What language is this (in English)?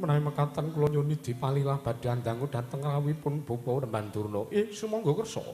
Javanese